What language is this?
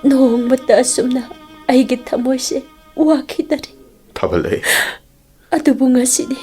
Manipuri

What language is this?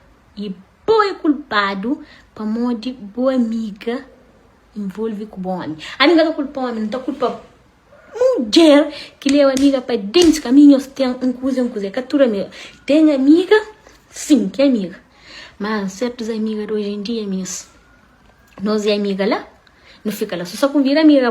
Kabuverdianu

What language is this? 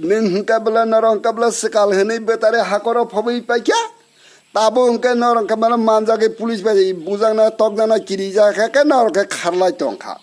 Kok Borok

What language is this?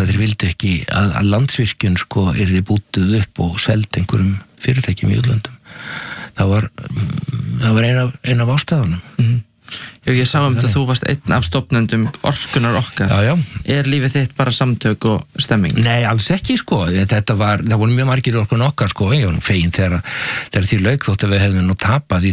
Icelandic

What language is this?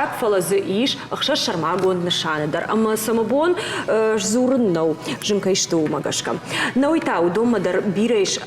Ossetic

